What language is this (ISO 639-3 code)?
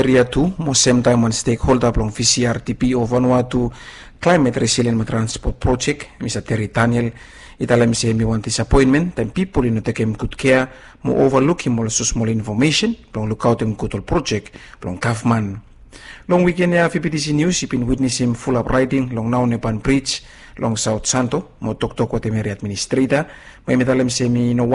bis